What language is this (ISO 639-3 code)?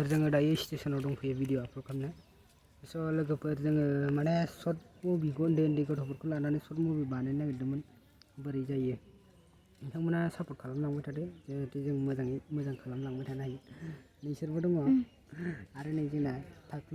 brx